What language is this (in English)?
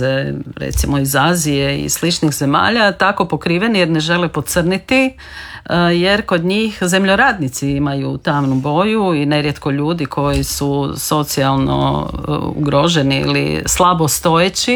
Croatian